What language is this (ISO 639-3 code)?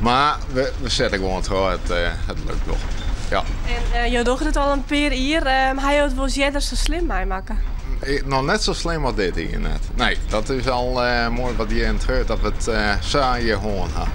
fry